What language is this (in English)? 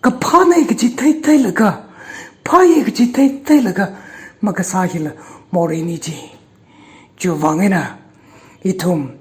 Tangkhul Naga (India)